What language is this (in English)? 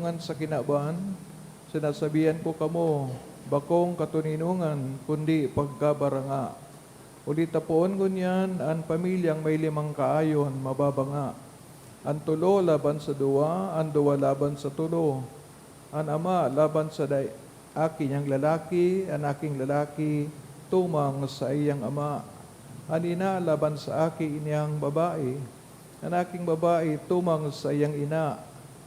Bikol